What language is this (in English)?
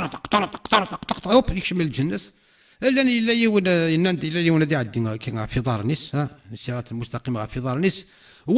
Kabyle